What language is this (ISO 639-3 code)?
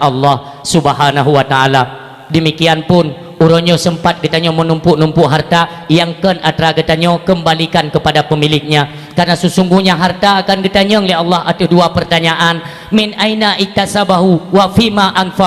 ace